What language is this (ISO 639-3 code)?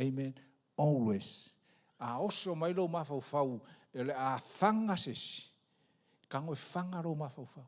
smo